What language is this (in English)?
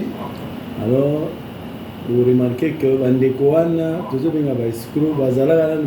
Lingala